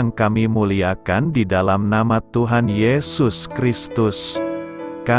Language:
Indonesian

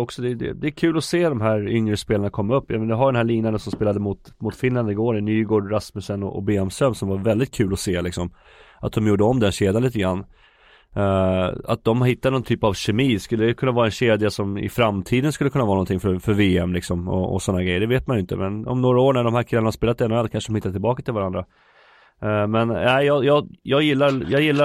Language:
Swedish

